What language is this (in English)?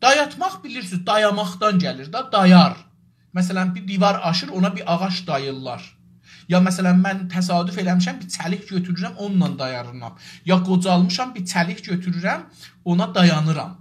South Azerbaijani